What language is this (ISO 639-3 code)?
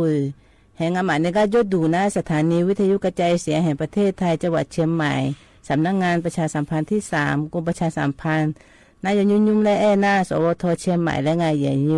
ahk